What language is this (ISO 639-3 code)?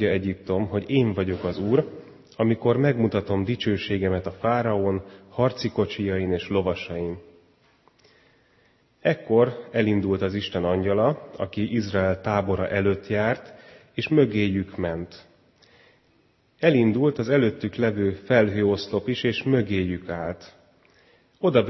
hun